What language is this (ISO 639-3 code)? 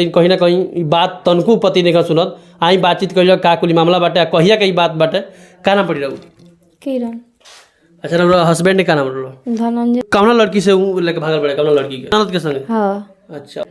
bho